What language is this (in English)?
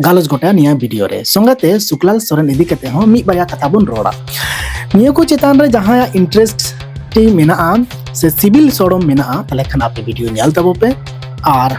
Santali